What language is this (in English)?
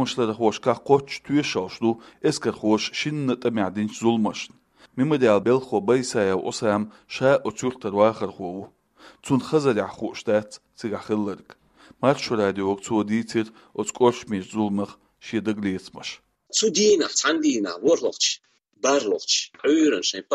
Chechen